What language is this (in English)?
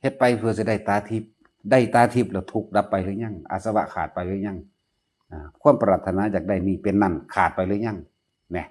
Northeastern Thai